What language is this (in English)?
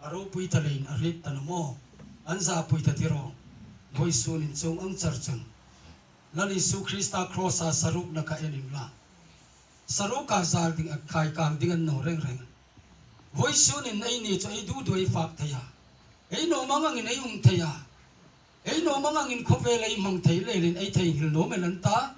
Hmar